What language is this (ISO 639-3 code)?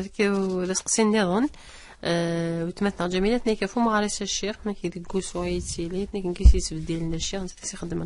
kab